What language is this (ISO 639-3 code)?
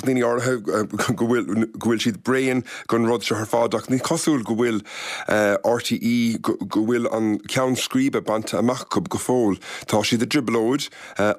gle